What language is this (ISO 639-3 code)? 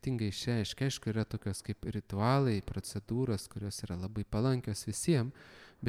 lit